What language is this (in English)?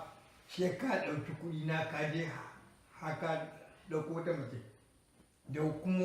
Hausa